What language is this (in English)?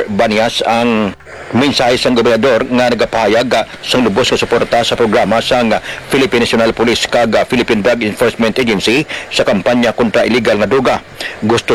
Hiligaynon